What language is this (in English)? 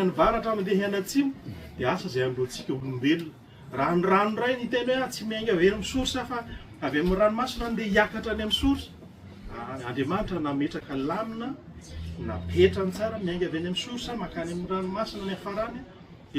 Malagasy